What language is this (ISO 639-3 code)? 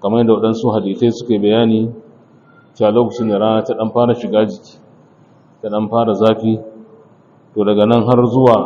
hau